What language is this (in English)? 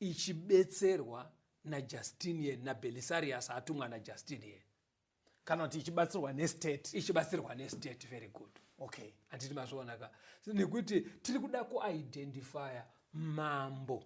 Shona